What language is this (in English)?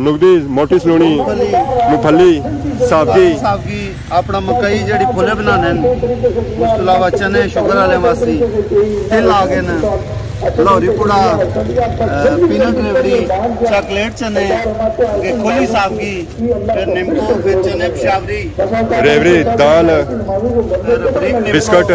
Pahari-Potwari